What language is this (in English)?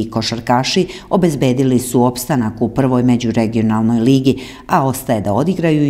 Serbian